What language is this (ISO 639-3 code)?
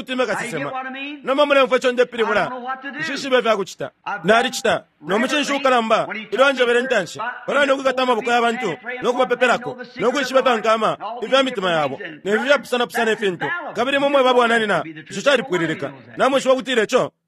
bem